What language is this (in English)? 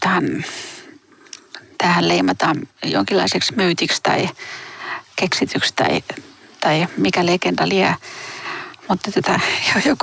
Finnish